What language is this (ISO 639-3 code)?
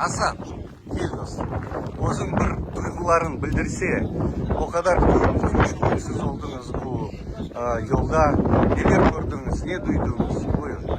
crh